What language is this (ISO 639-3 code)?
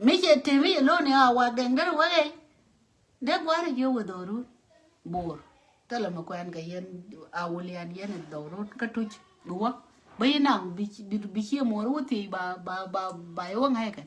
nus